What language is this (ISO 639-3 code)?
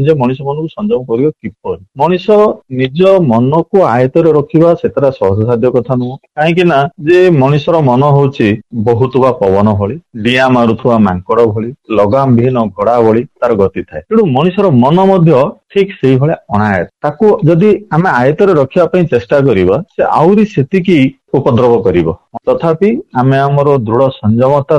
ori